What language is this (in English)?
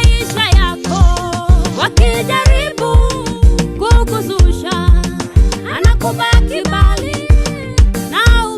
Kalenjin